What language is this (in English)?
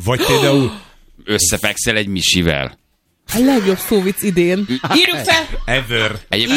Hungarian